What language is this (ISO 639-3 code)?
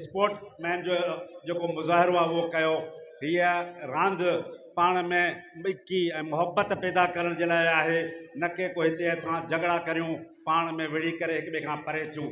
snd